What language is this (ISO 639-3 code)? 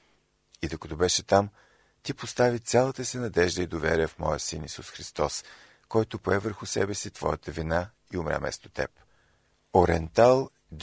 bul